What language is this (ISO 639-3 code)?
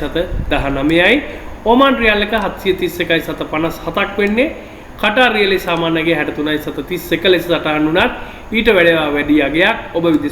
sin